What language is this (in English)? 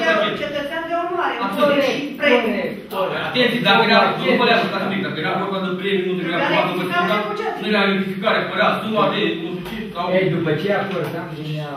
Romanian